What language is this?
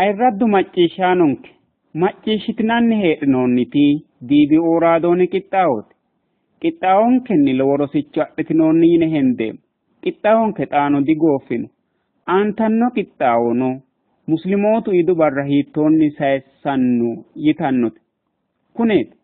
Sidamo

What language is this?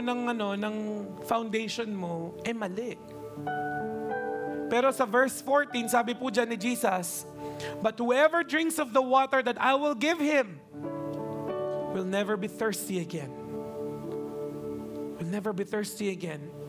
Filipino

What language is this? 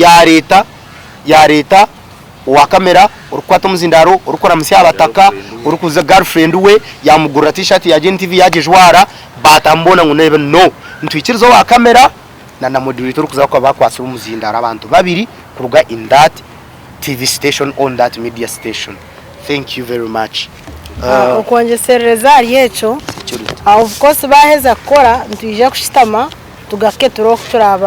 Nyankole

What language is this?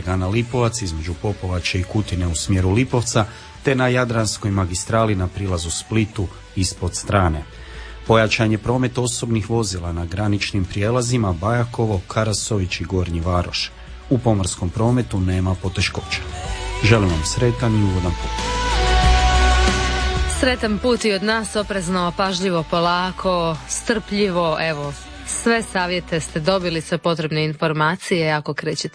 Croatian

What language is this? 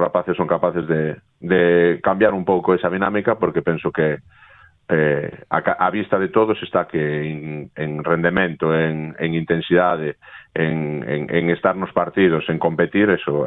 Galician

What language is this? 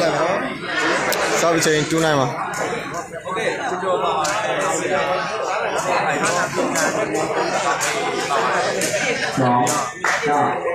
Burmese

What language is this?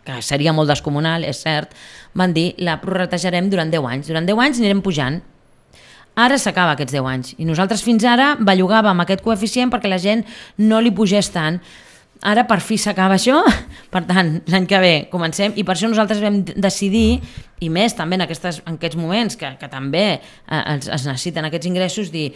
Catalan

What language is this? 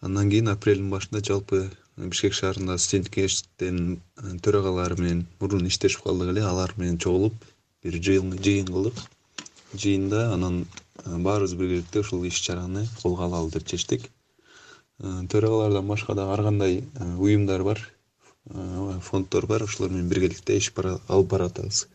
Kyrgyz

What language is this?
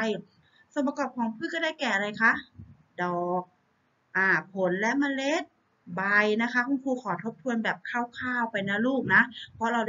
Thai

